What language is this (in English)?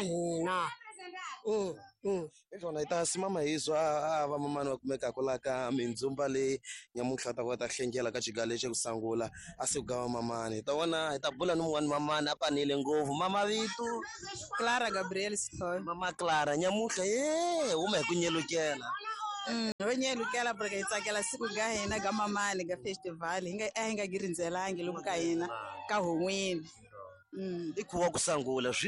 Tsonga